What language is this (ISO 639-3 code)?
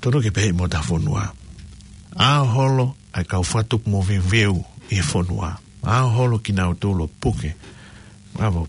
ton